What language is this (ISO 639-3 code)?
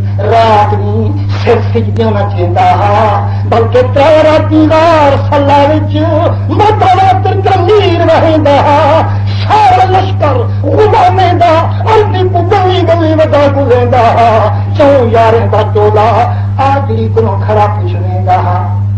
skr